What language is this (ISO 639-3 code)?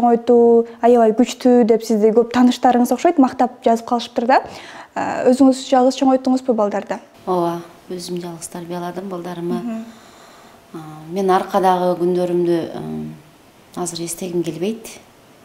kir